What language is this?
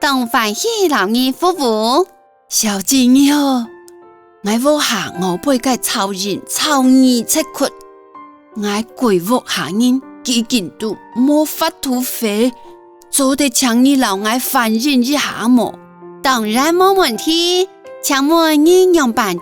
Hakka Chinese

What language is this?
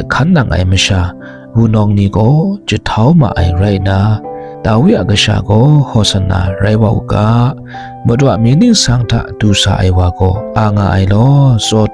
Kachin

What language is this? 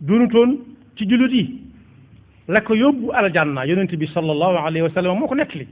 Wolof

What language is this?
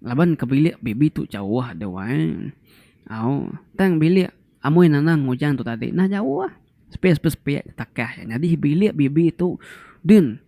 Iban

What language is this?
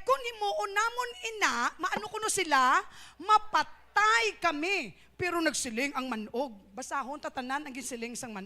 Hiligaynon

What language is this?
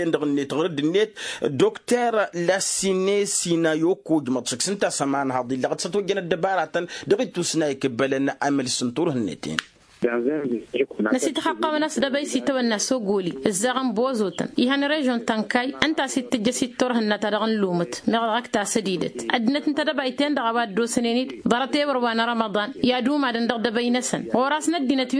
Tamasheq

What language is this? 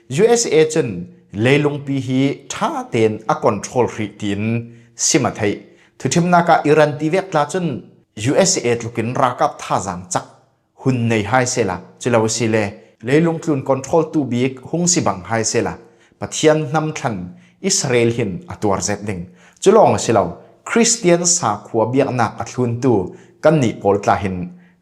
Falam Chin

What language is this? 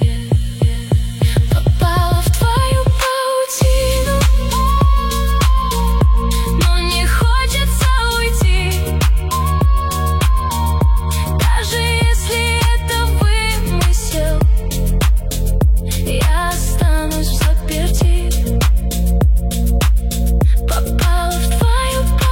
Russian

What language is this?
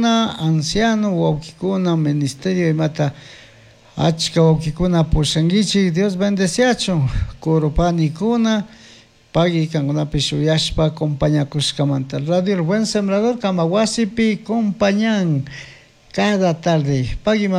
Chimborazo Highland Quichua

